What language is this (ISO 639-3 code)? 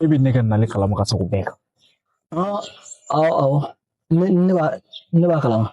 bam